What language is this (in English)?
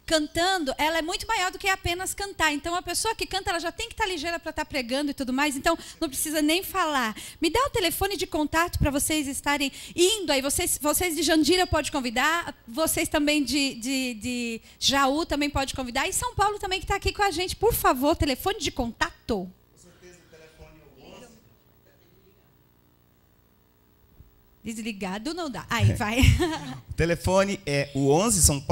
Portuguese